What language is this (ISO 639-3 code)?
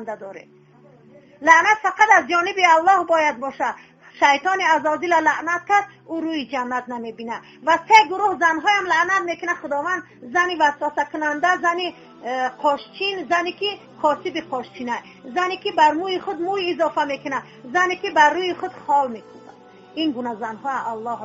tgk